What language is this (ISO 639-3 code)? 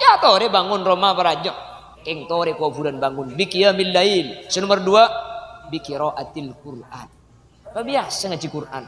mad